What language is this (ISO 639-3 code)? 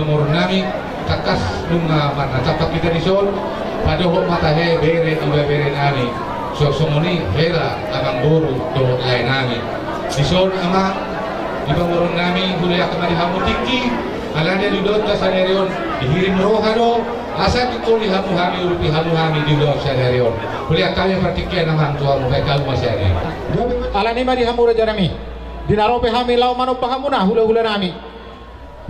bbc